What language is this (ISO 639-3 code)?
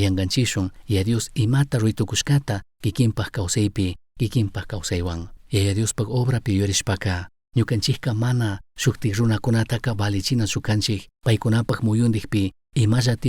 qug